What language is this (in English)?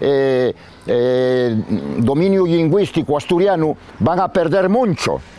Asturian